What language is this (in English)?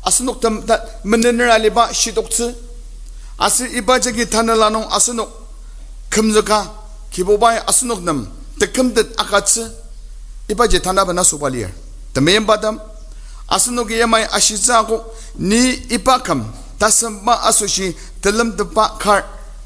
Ao Naga